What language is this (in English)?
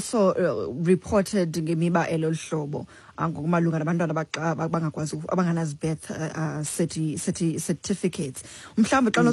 Xhosa